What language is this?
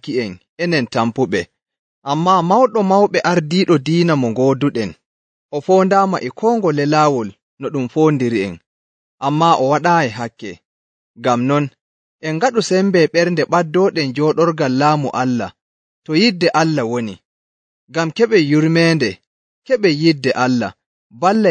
Nigerian Fulfulde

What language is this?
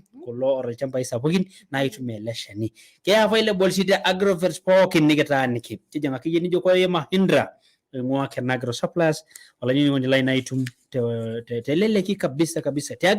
Masai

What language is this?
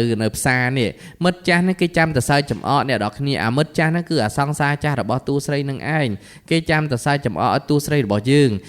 Khmer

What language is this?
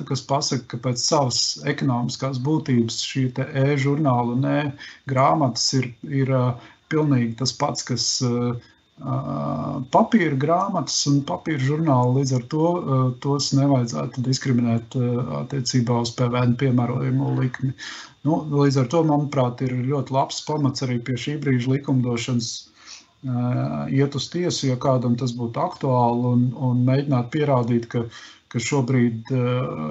Latvian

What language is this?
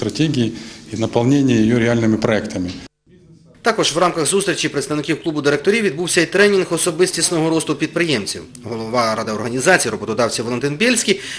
Ukrainian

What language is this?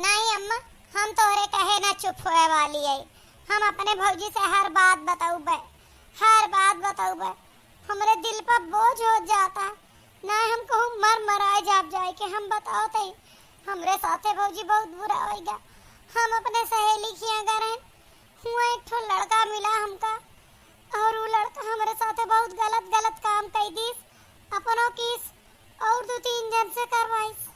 Awadhi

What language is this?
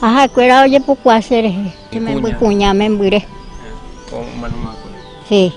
Guarani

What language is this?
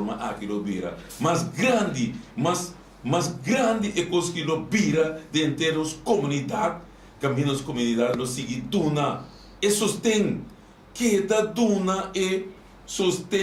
Papiamento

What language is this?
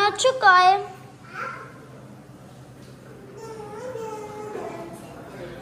Gujarati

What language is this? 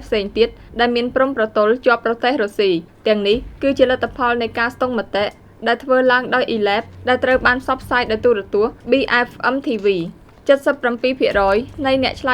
Khmer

